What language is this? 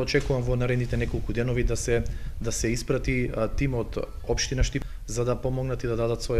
Macedonian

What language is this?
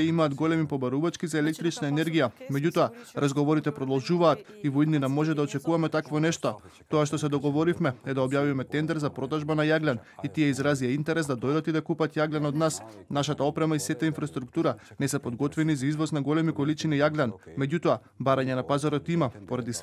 Macedonian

